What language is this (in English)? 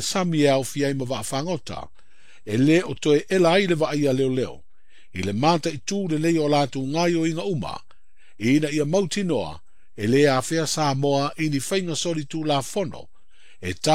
Samoan